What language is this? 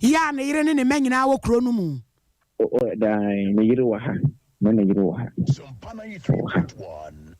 Akan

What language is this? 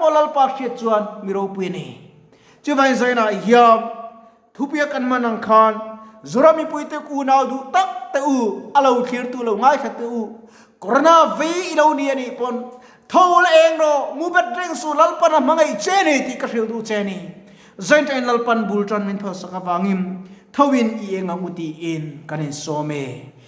Mizo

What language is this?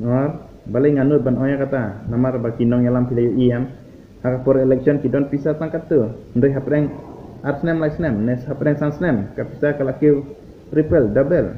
Khasi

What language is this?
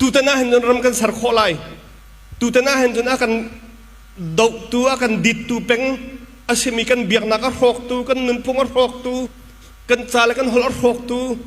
Hakha Chin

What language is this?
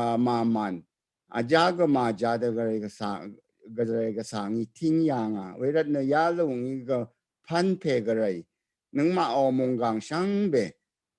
Rawang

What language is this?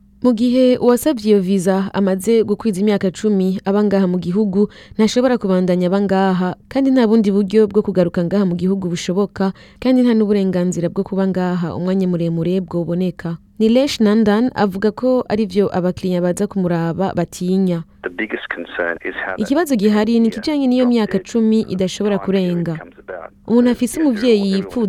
Rundi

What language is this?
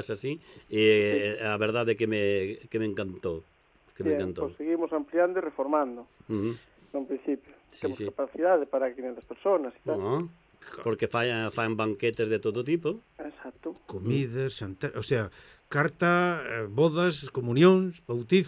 Galician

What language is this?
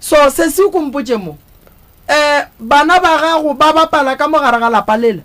Northern Sotho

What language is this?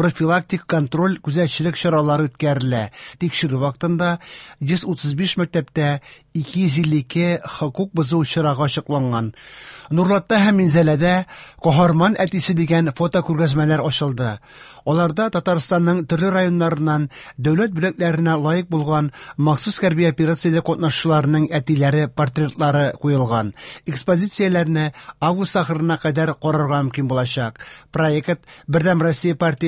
Tatar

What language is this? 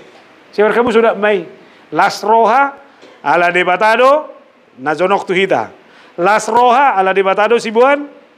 Batak Toba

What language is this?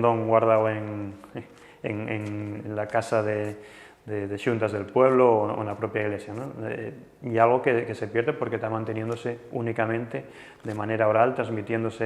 Asturian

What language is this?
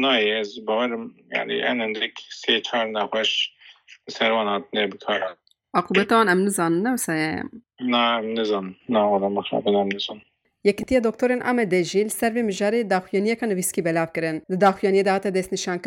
Kurdish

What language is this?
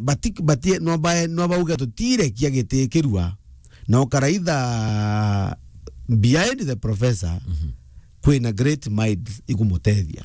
Meru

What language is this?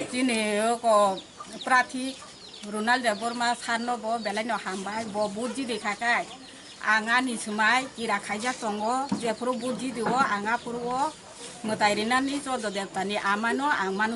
Kok Borok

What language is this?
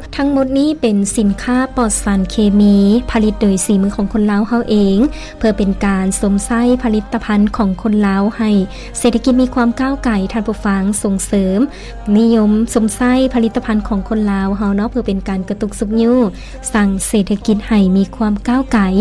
Lao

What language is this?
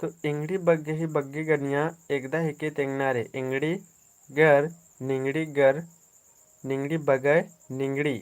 Kurukh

